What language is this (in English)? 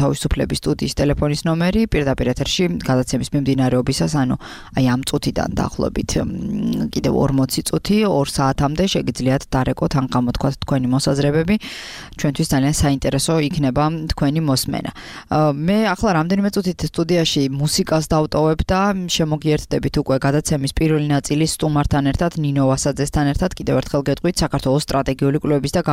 Georgian